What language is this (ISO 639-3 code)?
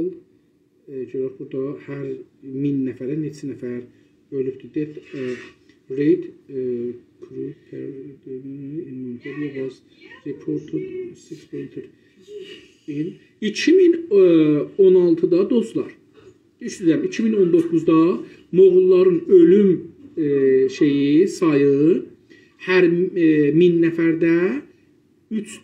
azb